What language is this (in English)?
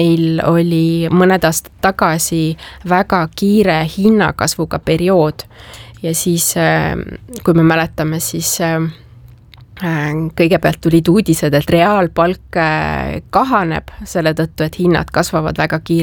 Estonian